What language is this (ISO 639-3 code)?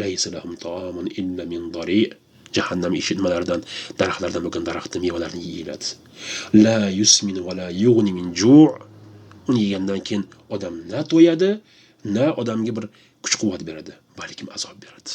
uzb